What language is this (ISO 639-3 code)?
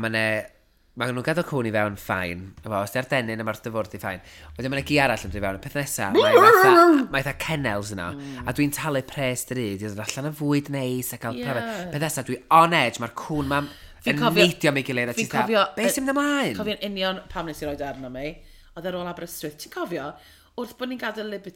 cym